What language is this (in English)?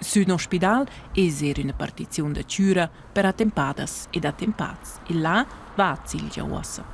Romansh